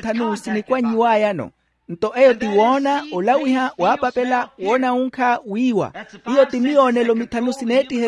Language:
Makhuwa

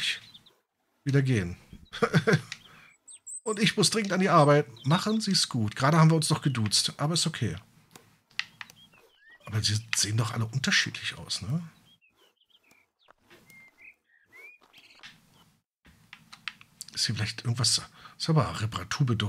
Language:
German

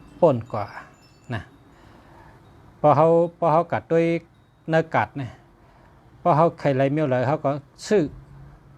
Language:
Shan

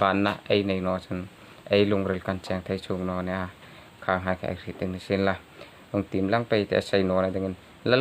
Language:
Hmar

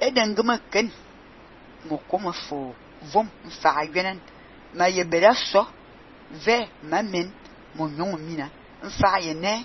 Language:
Fang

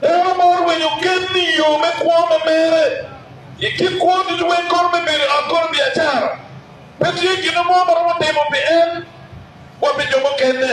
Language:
Acoli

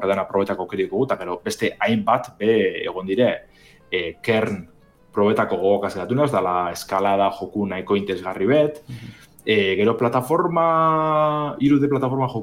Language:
Basque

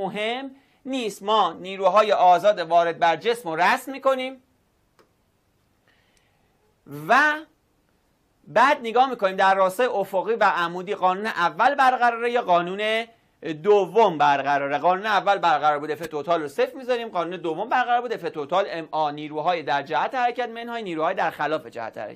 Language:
Persian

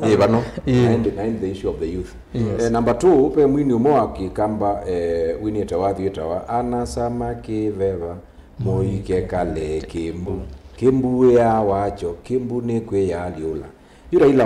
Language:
Kamba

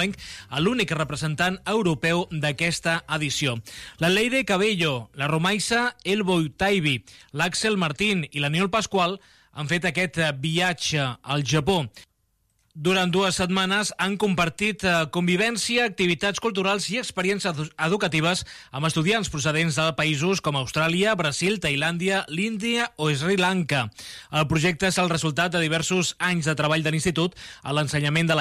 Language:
Catalan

